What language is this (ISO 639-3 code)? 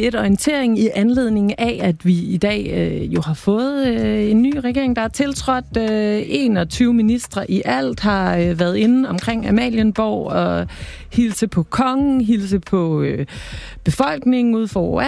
dan